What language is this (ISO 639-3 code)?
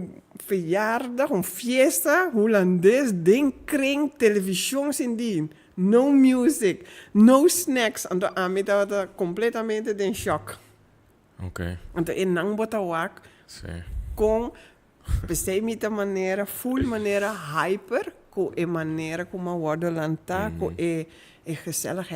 pap